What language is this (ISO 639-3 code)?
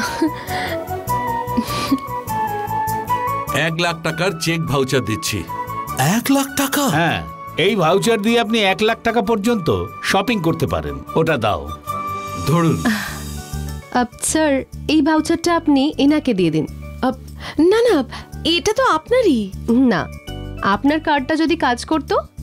ben